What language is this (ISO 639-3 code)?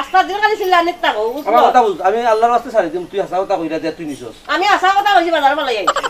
syl